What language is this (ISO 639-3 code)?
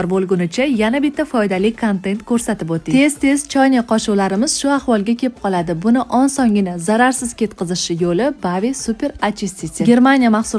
uzb